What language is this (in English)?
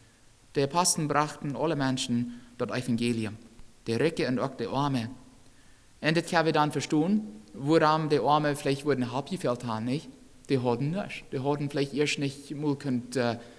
Plautdietsch